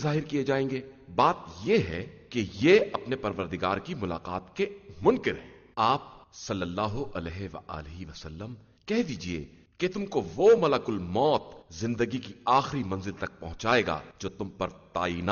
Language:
Urdu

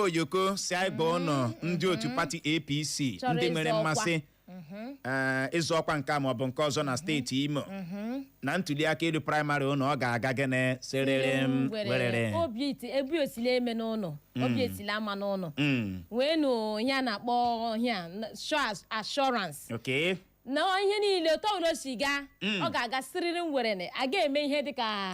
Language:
Igbo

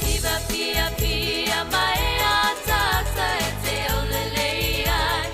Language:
Samoan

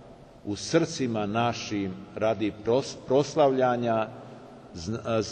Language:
Serbian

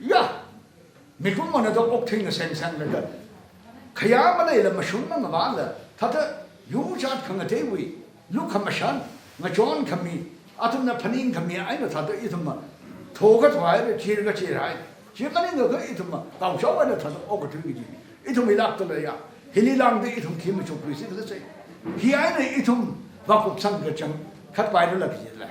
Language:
Tangkhul Naga (India)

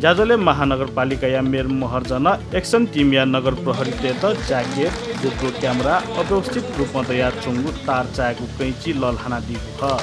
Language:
Newari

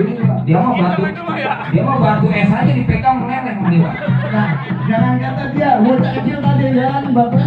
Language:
Betawi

